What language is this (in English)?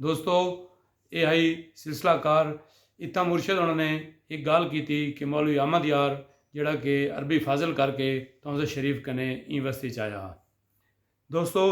Saraiki